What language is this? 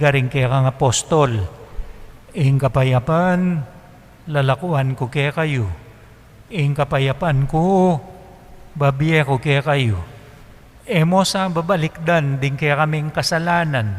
Pampanga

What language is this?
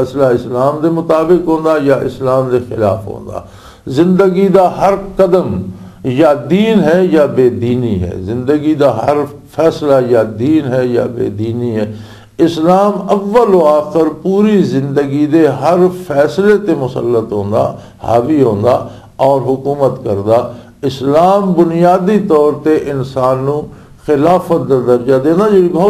Western Panjabi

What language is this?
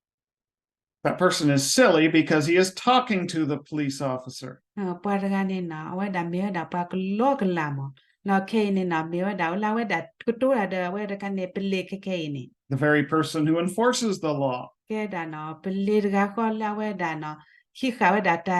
S'gaw Karen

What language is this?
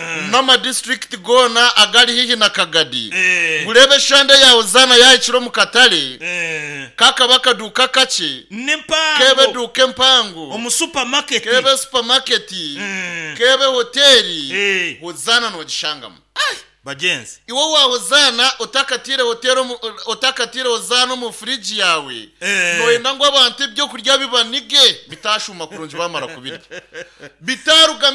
Nyankole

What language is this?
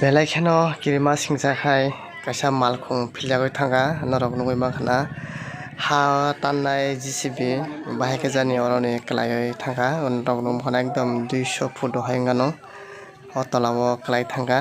Kok Borok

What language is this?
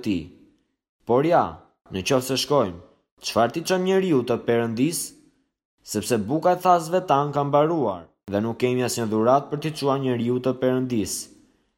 Albanian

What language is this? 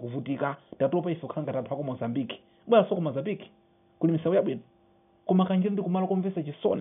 Nyanja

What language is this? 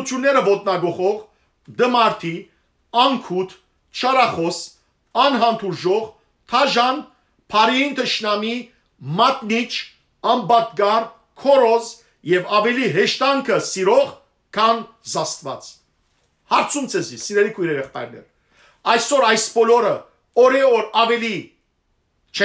Western Armenian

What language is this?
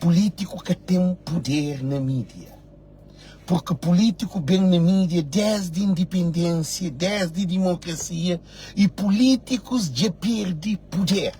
Kabuverdianu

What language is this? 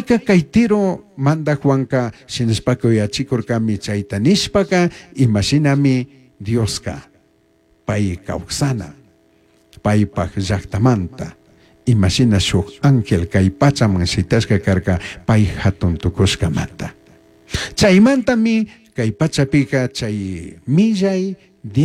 Chimborazo Highland Quichua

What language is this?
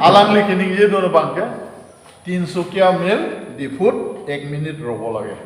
Karbi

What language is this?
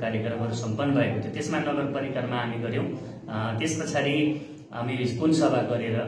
Nepali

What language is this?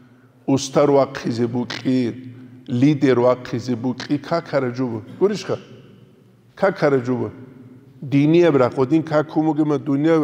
Avaric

